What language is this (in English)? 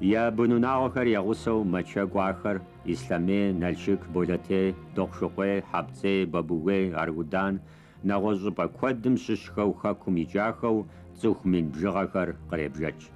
Kabardian